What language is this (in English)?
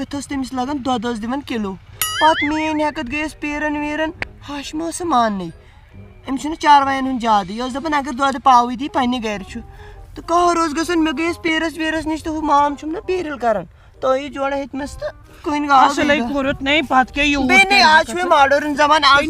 Kashmiri